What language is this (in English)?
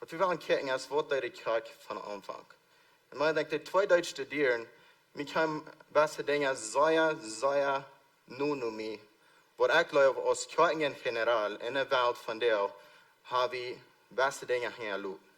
Plautdietsch